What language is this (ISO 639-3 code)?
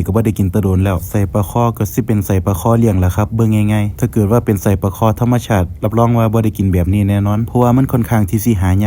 tts